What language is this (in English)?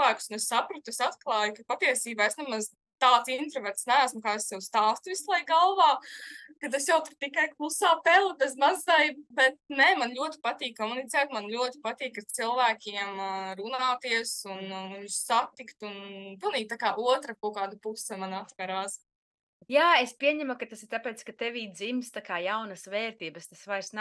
Latvian